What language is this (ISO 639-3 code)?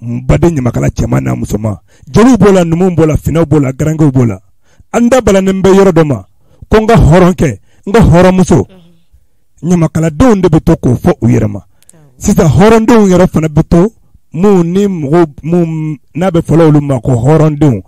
bam